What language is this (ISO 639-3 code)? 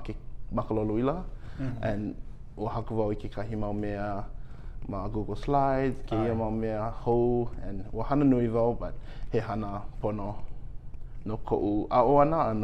haw